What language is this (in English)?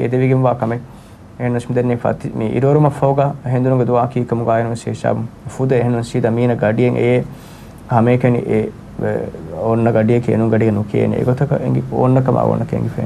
Divehi